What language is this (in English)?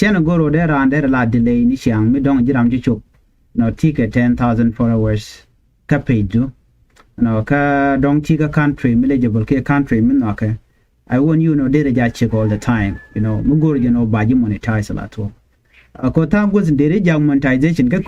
Nuer